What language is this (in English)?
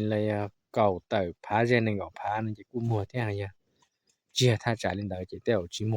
Hmong